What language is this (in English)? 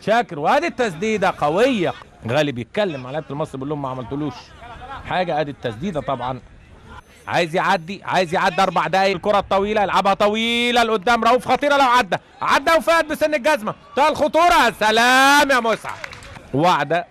Egyptian Arabic